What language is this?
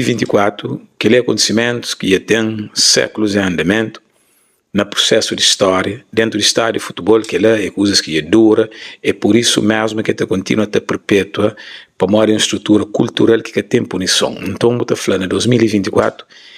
Kabuverdianu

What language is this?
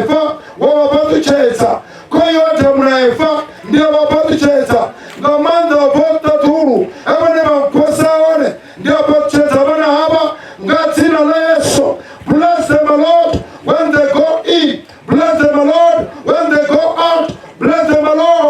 Venda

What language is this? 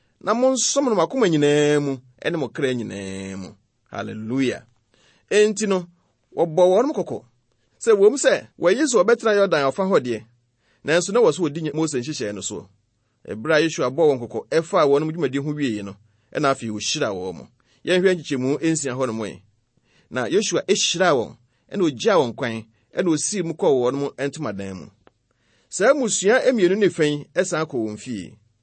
Akan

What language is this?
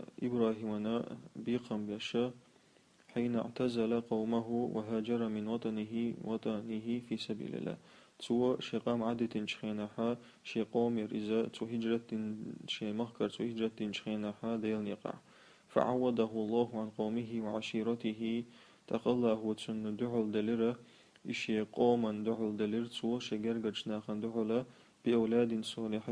Chechen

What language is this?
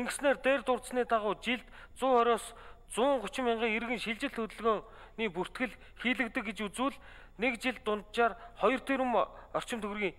Mongolian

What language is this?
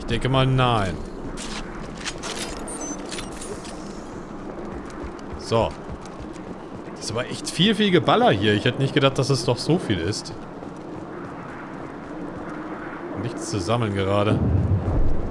German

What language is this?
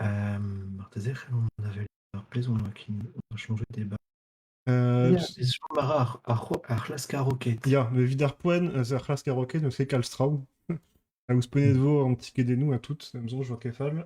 Breton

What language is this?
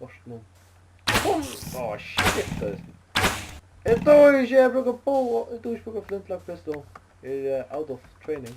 Faroese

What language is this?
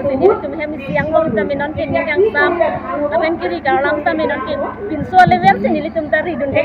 Karbi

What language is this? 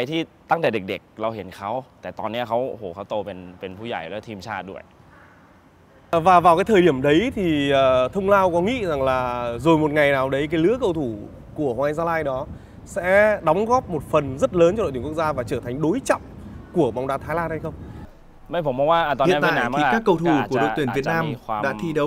Vietnamese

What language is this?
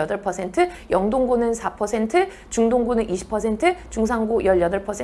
Korean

